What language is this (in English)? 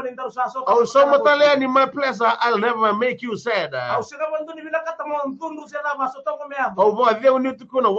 Fijian